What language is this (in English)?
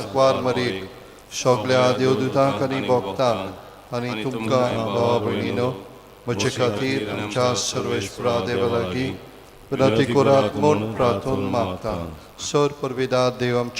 Konkani